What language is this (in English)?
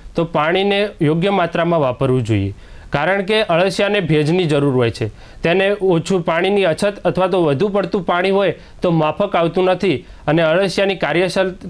Gujarati